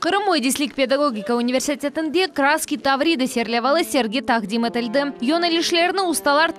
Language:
Crimean Tatar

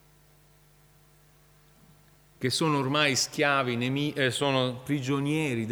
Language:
Italian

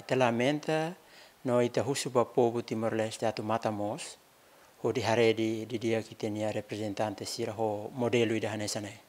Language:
Tetum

